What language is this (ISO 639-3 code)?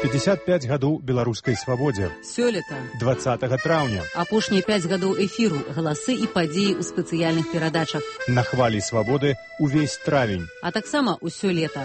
bel